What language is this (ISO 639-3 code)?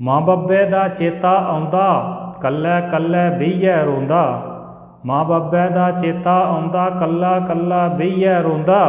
doi